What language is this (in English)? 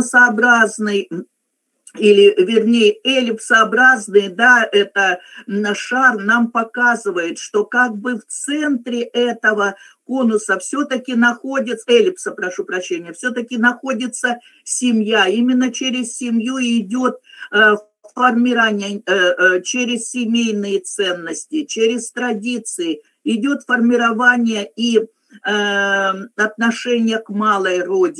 Russian